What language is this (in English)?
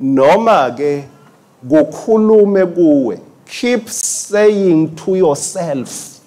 Swati